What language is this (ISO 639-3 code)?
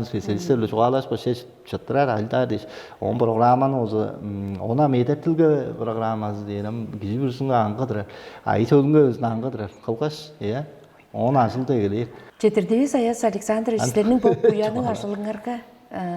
tyv